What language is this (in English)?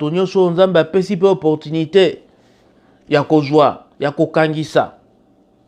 Lingala